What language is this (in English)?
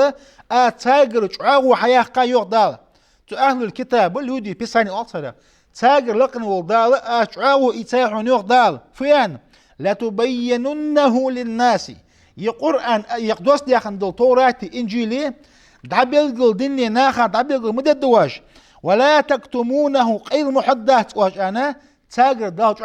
Ingush